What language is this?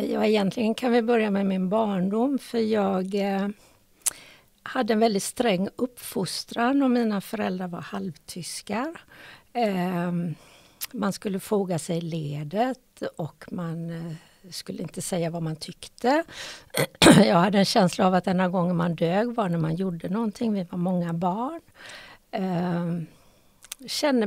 Swedish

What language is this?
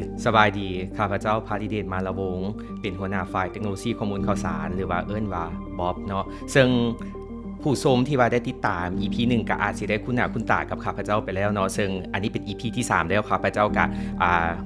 Lao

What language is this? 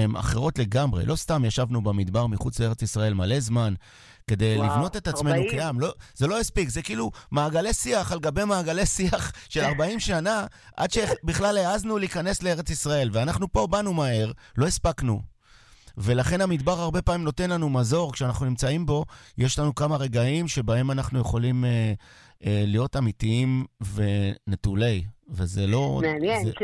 Hebrew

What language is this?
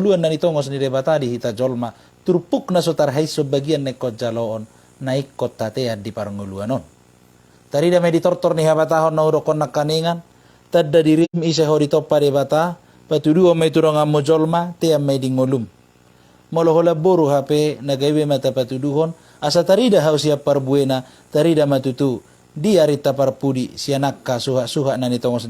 Batak Toba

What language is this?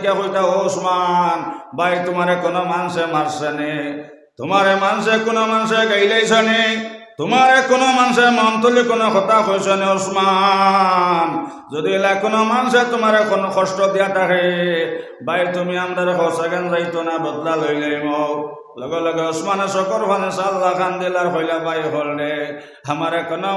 Sylheti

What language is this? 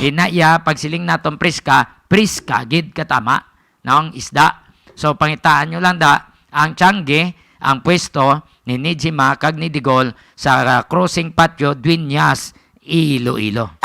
Hiligaynon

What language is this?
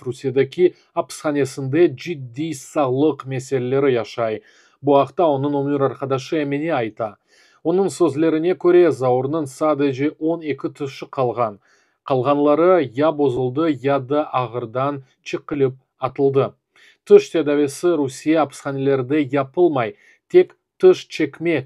Crimean Tatar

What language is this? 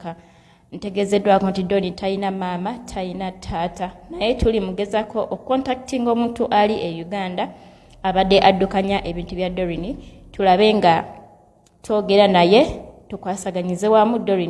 Ganda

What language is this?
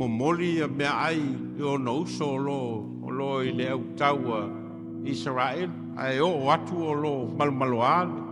Samoan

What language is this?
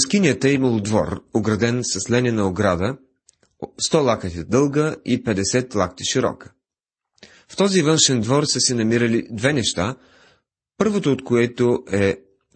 Bulgarian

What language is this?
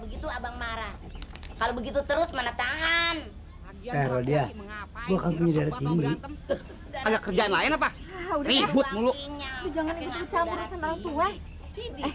Betawi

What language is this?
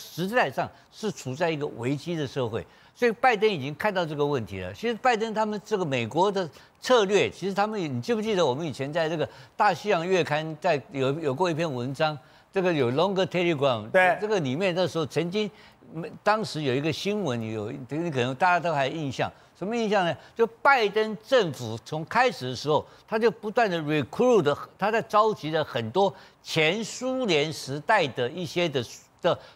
Chinese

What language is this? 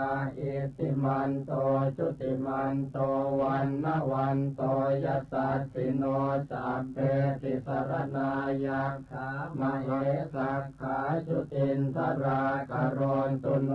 Pali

